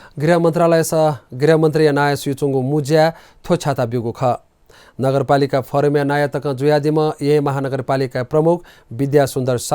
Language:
Newari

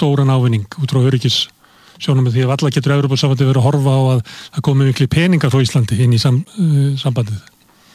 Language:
Icelandic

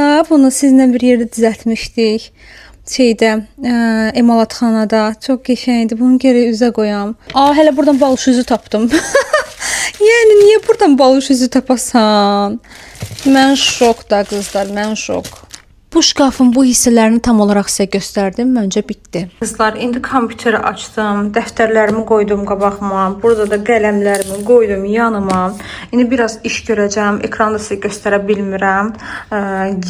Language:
Azerbaijani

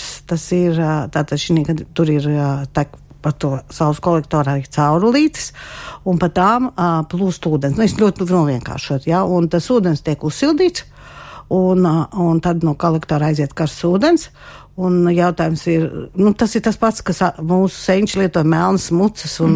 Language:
Latvian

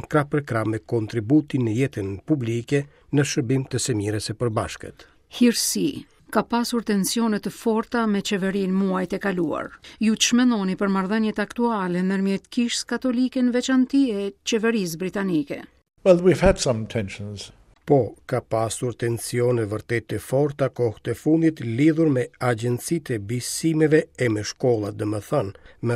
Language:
Albanian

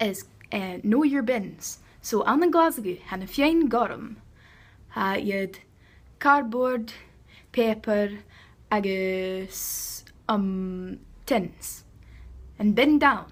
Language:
Scottish Gaelic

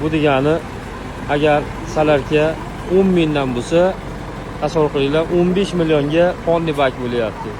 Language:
Uzbek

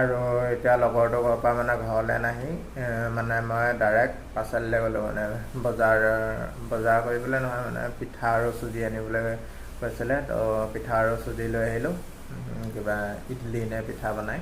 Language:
Assamese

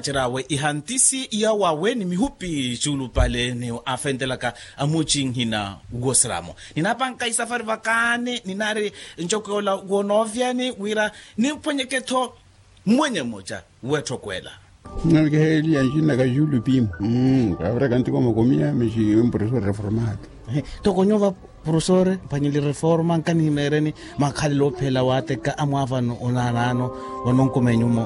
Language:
Makhuwa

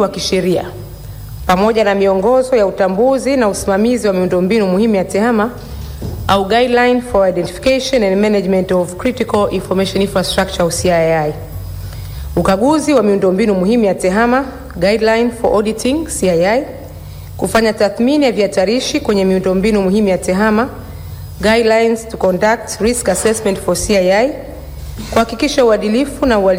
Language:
Swahili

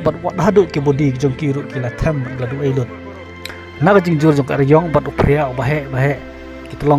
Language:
Khasi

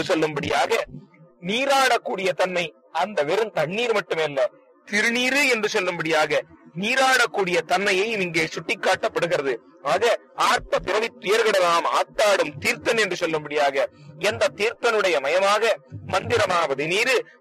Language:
Tamil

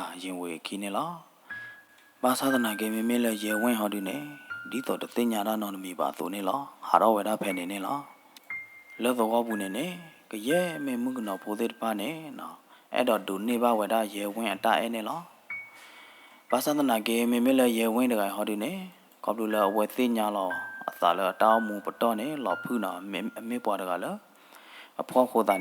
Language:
S'gaw Karen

